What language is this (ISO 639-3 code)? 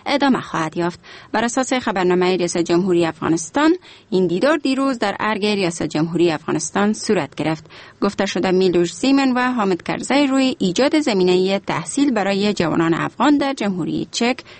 fas